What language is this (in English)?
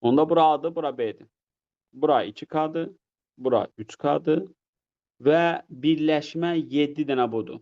Azerbaijani